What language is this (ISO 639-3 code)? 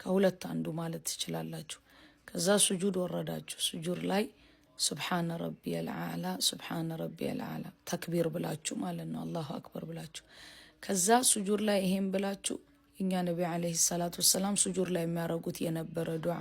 amh